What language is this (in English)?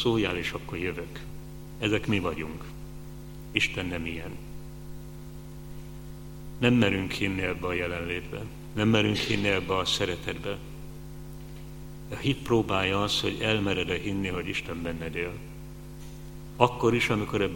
Hungarian